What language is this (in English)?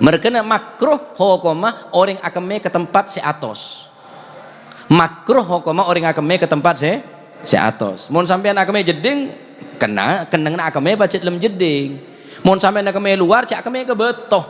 Madurese